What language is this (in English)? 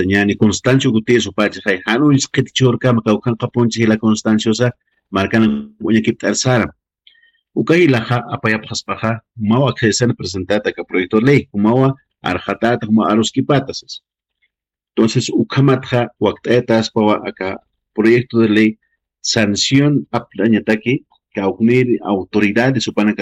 Aymara